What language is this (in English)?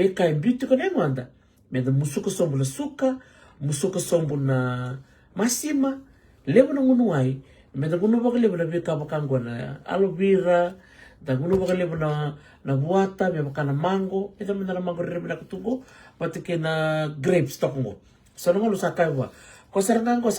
Fijian